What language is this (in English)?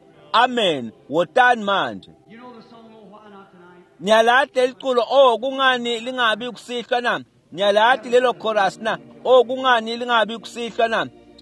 Swati